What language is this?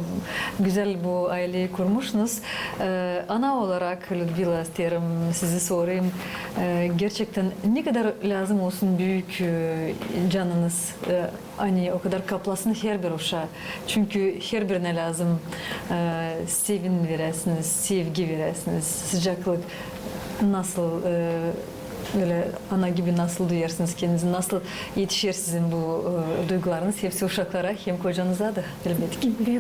Gagauz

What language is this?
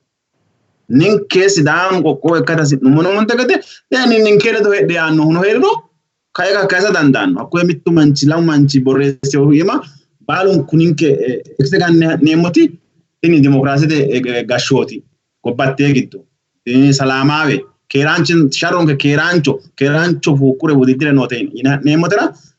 Sidamo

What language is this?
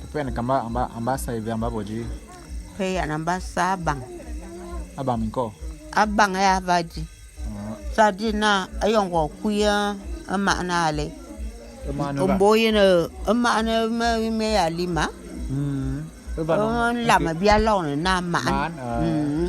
Bulu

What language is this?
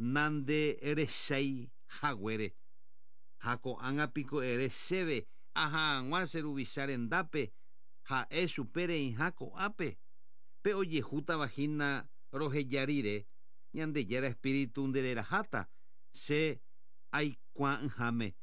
Guarani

